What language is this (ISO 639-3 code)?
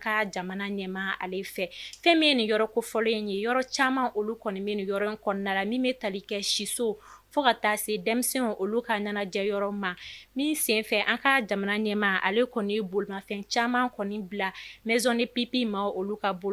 bam